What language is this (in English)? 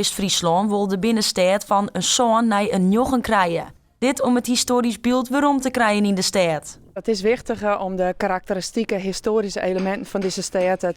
Western Frisian